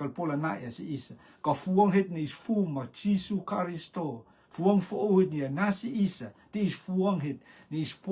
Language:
Rotuman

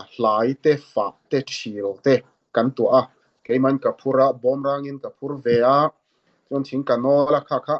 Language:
Mizo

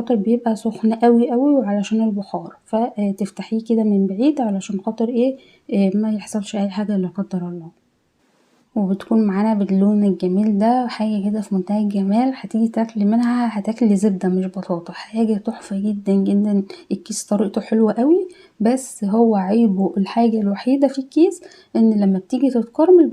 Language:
Egyptian Arabic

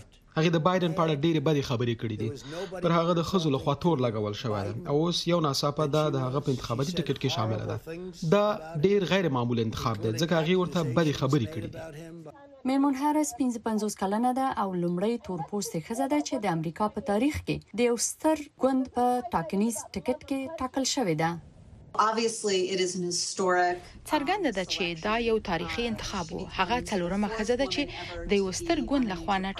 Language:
Pashto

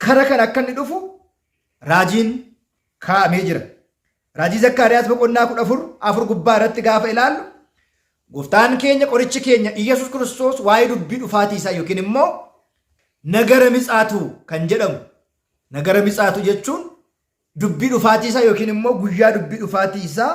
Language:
Oromo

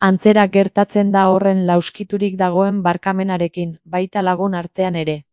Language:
Basque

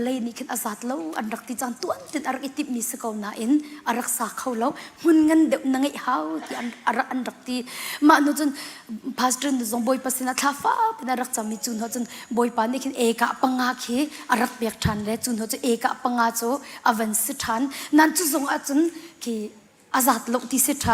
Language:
Hakha Chin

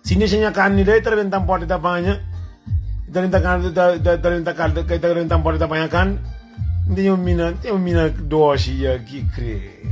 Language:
Kabuverdianu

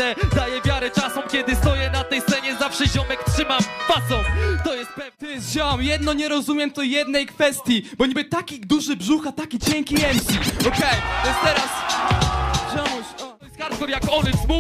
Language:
Polish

